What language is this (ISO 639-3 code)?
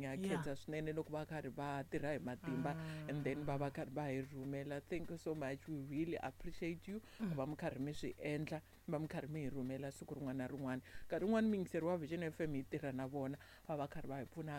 tso